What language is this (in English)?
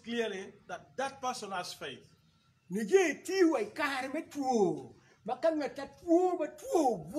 Acoli